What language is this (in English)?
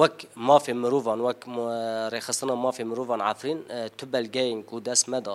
Kurdish